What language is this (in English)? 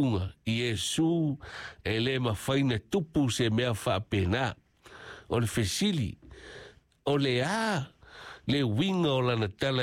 Samoan